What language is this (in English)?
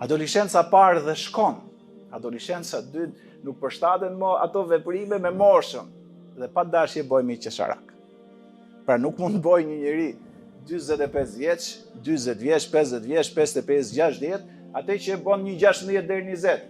Albanian